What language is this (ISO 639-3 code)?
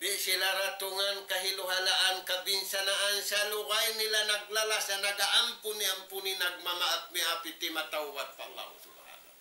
tsg